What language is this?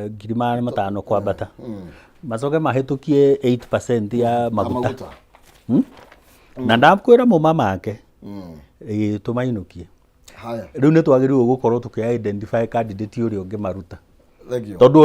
Kikuyu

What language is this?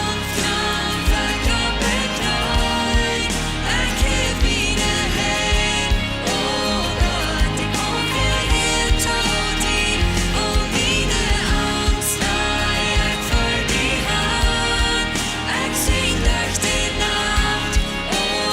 Plautdietsch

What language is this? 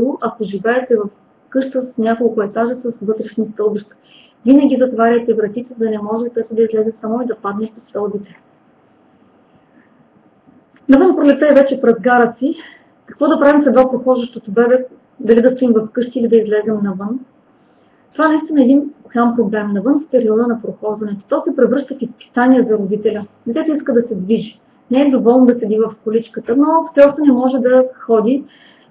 Bulgarian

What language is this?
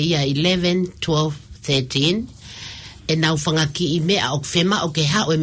Tongan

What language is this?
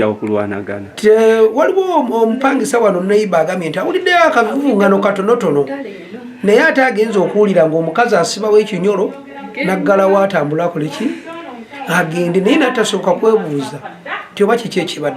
Ganda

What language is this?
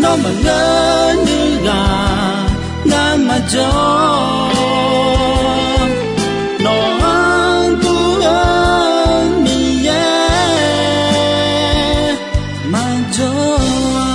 Akha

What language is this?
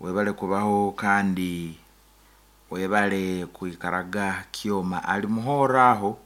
Nyankole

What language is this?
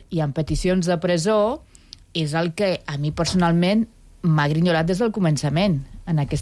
Catalan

